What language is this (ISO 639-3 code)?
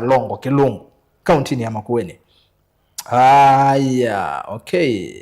kam